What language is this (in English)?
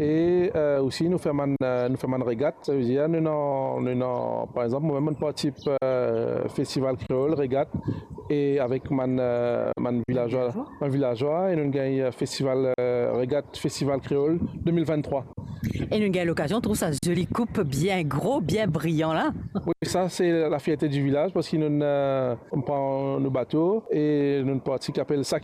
Morisyen